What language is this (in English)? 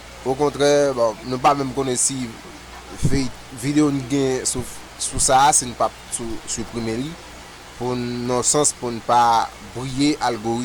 Haitian Creole